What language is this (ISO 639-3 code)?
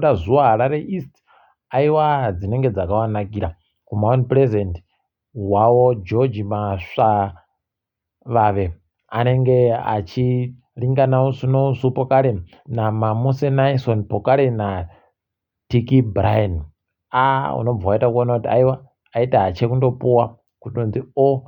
ndc